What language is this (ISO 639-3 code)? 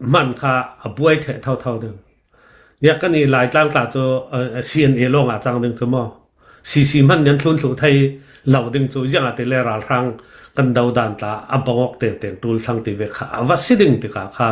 cnh